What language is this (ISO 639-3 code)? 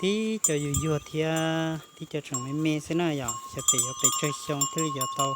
hmn